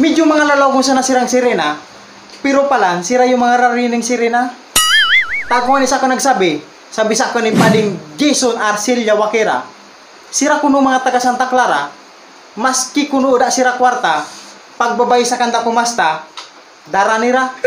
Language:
Bikol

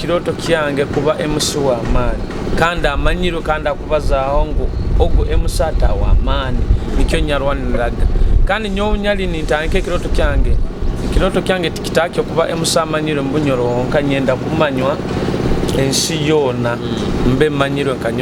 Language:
Nyoro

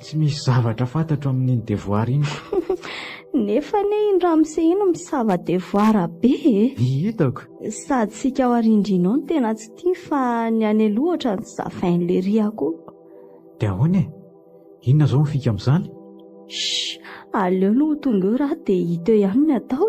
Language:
Malagasy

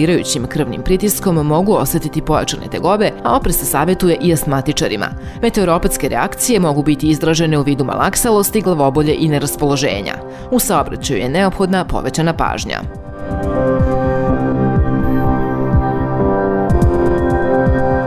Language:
Serbian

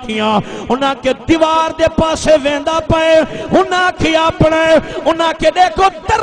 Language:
Saraiki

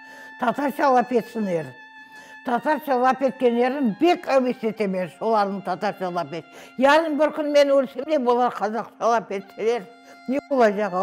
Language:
Crimean Tatar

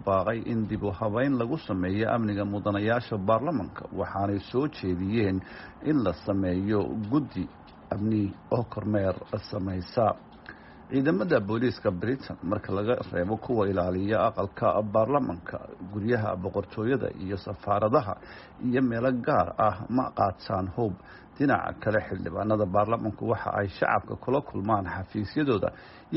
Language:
Somali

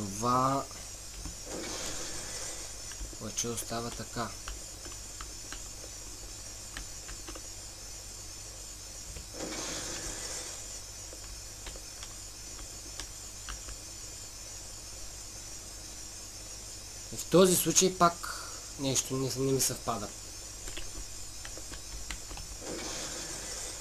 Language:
Bulgarian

